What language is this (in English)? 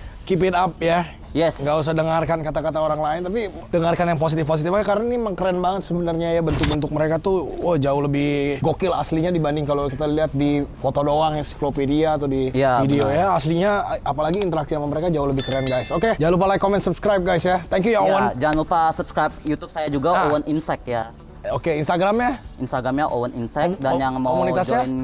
Indonesian